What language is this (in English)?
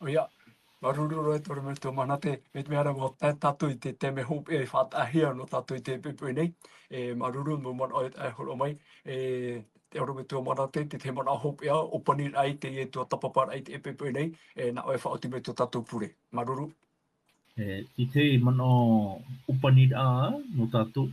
Tahitian